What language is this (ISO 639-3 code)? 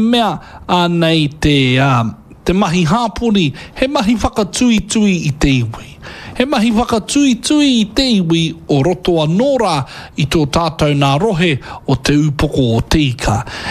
mri